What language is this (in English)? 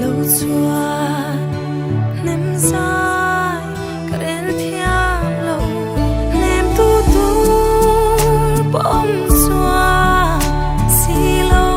Mizo